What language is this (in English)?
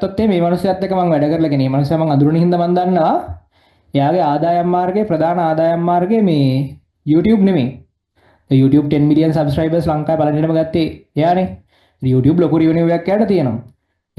Sinhala